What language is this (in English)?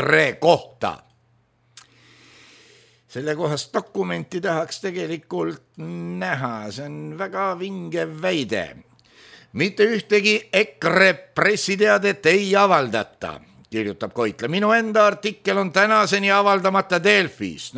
Estonian